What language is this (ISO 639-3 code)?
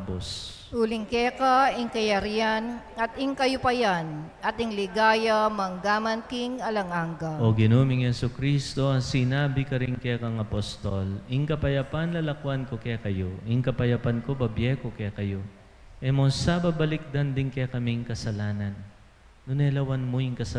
pam